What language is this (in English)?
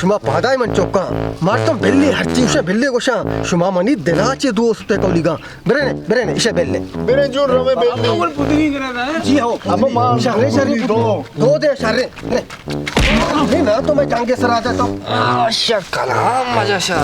Baluchi